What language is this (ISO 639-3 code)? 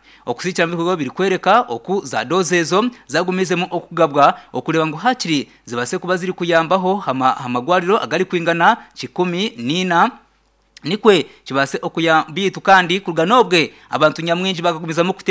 nyn